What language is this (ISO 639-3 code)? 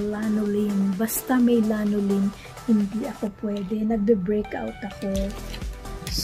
fil